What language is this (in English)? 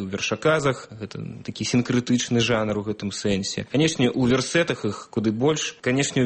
Belarusian